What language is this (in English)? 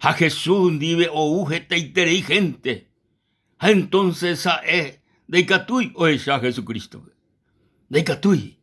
Guarani